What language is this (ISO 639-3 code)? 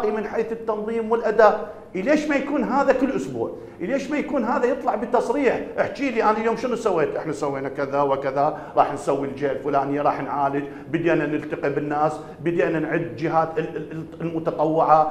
acm